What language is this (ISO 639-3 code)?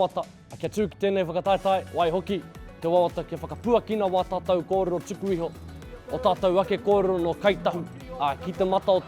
mri